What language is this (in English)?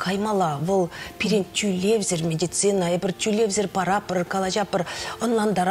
Chuvash